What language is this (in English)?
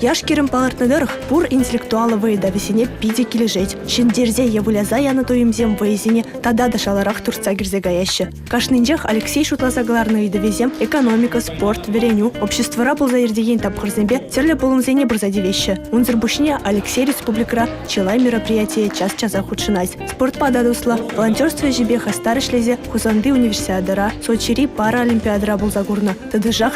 Chuvash